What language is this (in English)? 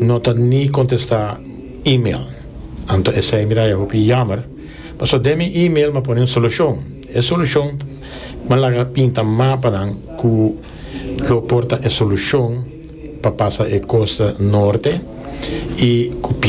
Papiamento